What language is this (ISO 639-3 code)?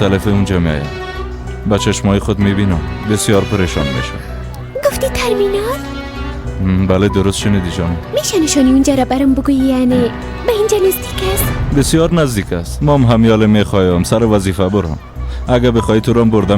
fas